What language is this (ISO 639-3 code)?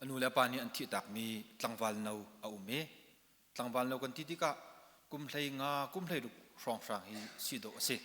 cnh